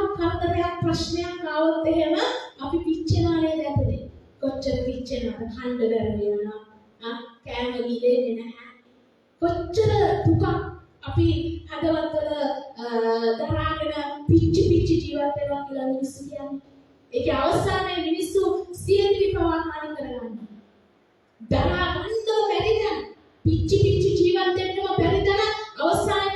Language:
Sinhala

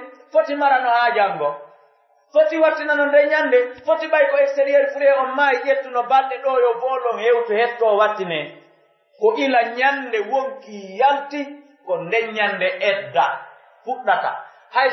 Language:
Pular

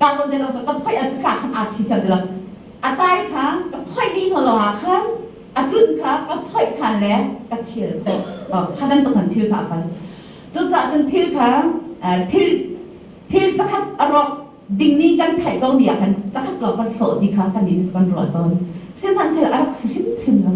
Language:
Hakha Chin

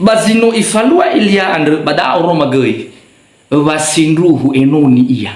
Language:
Nias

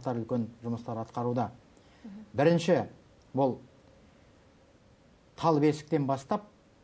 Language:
Kazakh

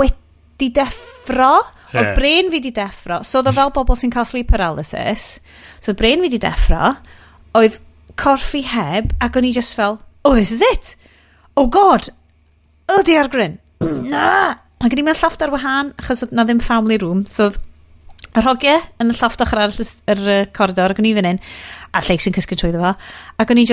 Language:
Welsh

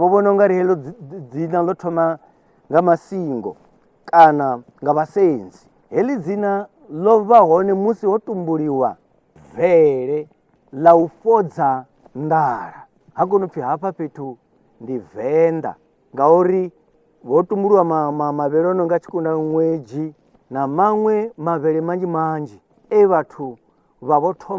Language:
Venda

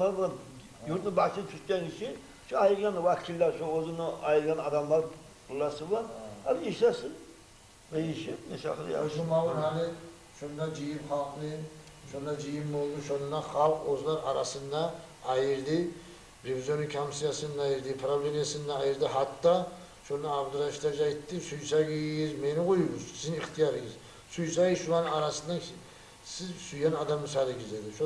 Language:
Kumyk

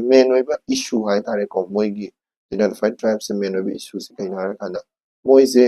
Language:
Manipuri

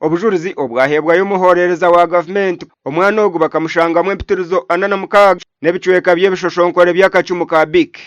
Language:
Nyankole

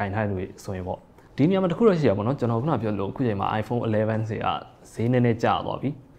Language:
Burmese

